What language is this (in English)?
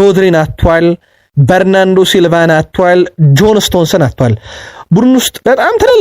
Amharic